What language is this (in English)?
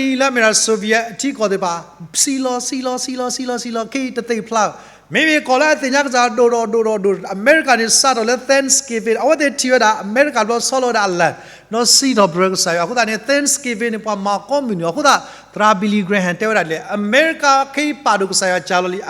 S'gaw Karen